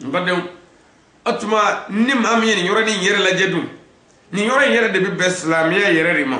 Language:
Bambara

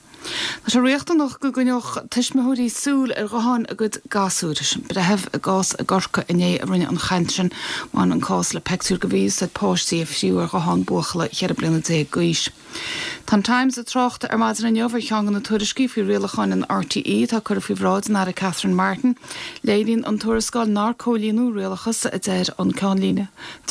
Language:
Irish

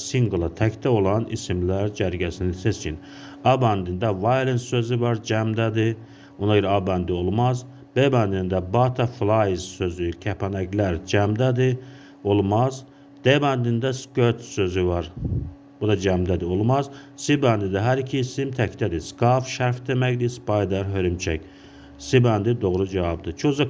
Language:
Azerbaijani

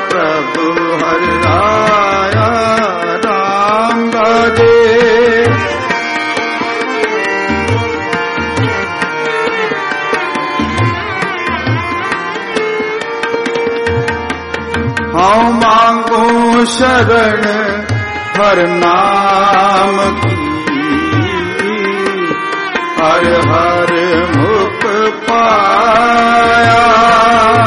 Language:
Punjabi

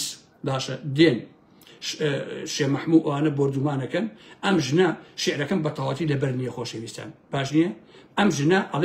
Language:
Central Kurdish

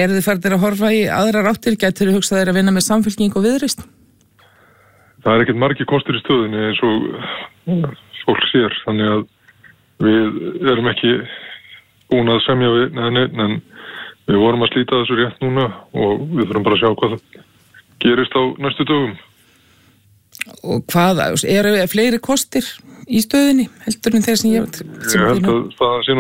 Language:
Icelandic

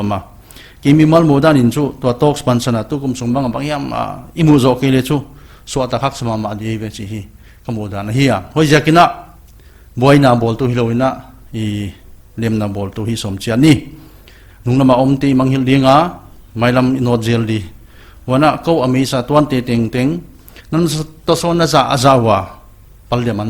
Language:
Paite Chin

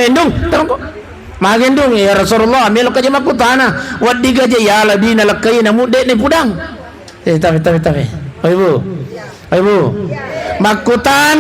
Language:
Buginese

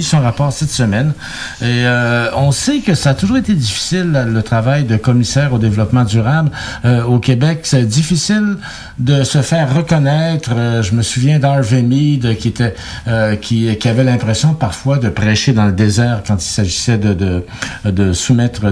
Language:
French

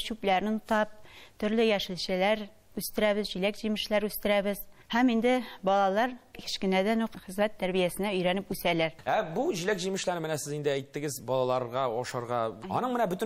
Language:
Tatar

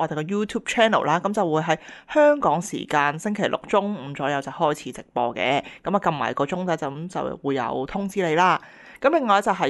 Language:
Cantonese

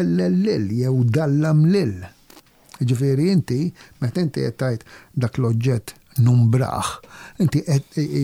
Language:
Maltese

